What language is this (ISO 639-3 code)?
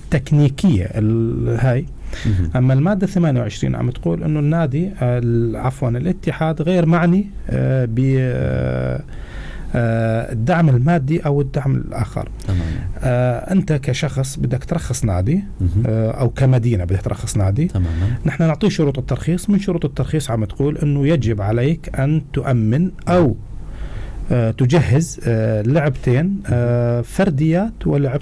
apc